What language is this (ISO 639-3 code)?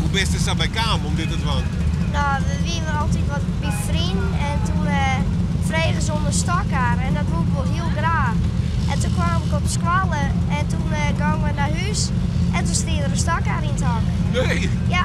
fry